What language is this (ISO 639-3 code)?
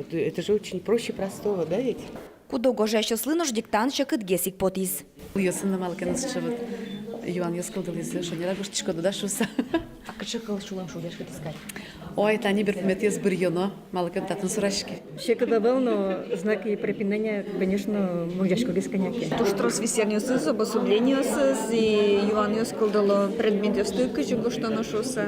udm